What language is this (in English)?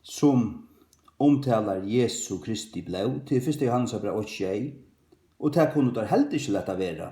Faroese